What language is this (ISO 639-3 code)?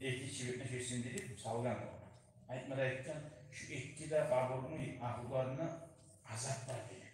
kum